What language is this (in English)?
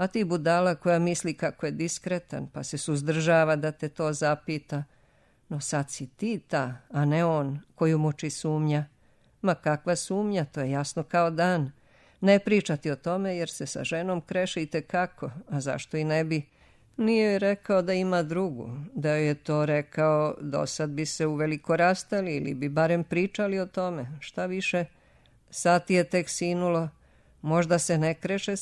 Serbian